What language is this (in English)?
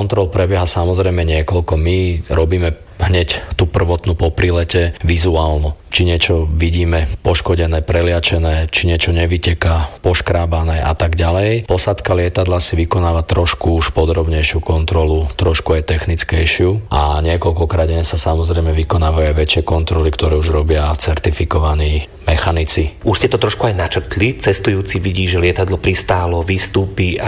Slovak